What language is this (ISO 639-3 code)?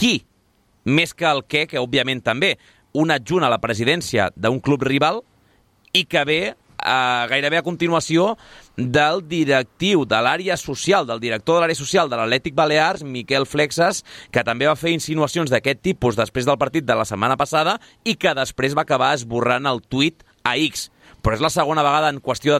cat